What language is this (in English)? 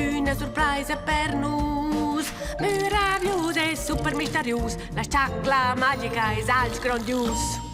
Romansh